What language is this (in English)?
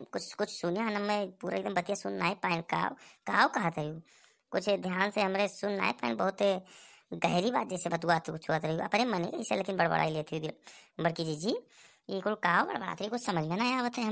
Awadhi